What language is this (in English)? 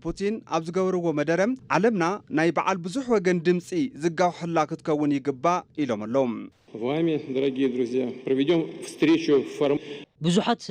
Tigrinya